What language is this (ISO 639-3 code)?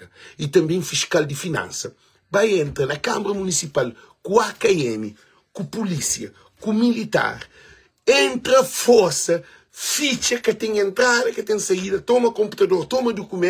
kea